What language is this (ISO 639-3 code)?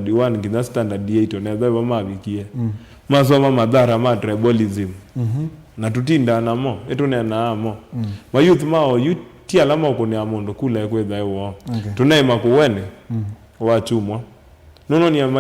kam